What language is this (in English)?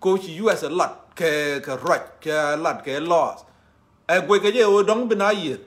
Nuer